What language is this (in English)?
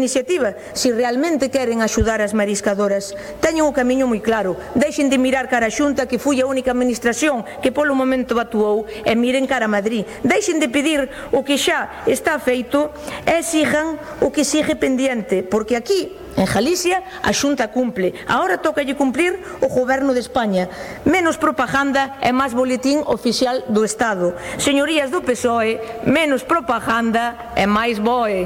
Galician